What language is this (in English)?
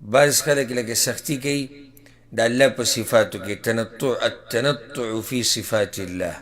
Pashto